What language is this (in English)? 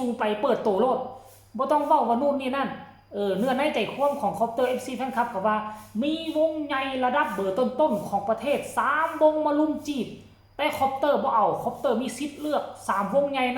Northeastern Thai